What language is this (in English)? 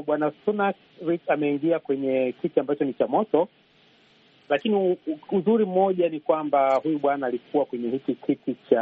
Swahili